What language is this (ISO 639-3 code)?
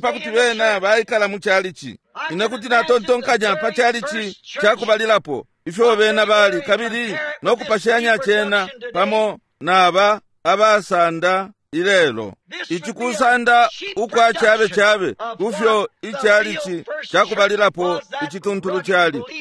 bem